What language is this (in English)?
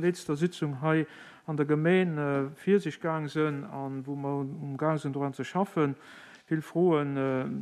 Luxembourgish